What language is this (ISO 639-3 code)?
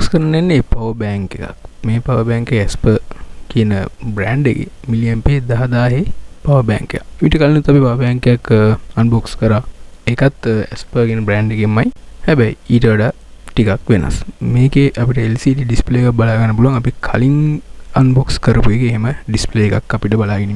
sin